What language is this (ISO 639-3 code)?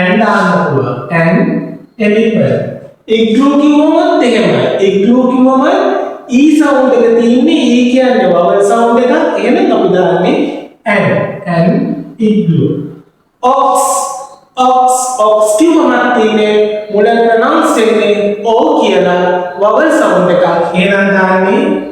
sin